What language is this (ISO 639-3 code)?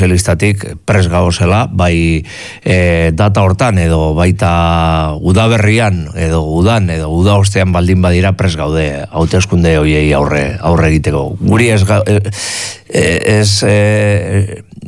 eus